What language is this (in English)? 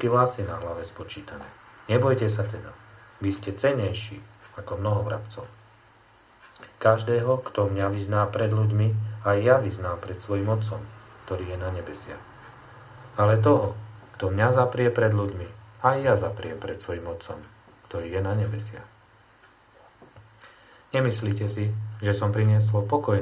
Slovak